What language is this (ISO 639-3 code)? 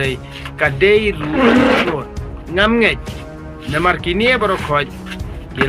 kha